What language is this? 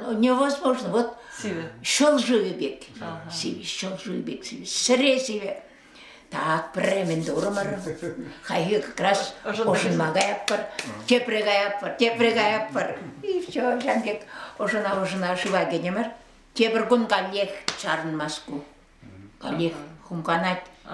Chuvash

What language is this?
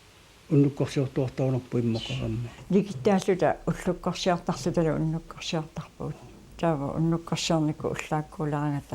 Kalaallisut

